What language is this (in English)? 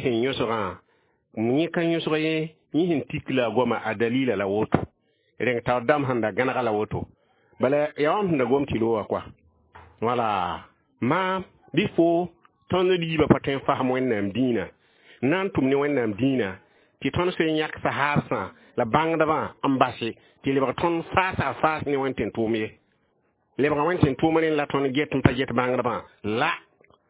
Mossi